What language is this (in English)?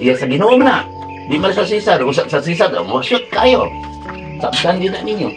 Cebuano